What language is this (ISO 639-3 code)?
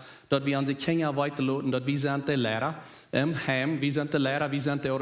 pdt